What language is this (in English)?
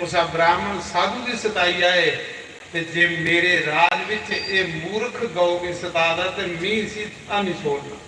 Dogri